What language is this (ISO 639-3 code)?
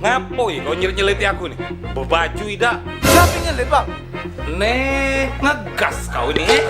mui